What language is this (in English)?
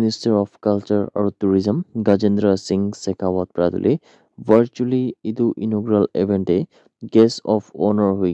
Naga Pidgin